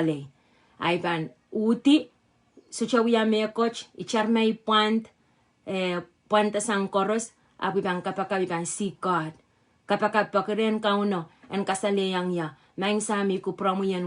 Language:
Pohnpeian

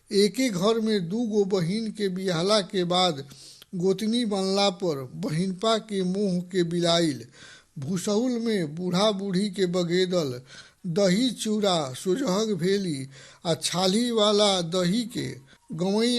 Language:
Bhojpuri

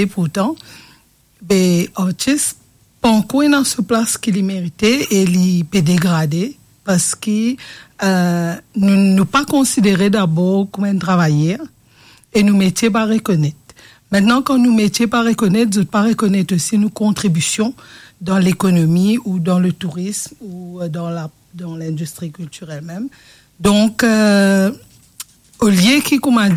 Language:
Morisyen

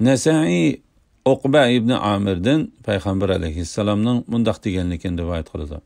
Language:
Uyghur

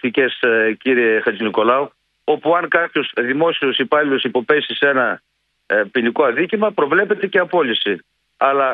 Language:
Greek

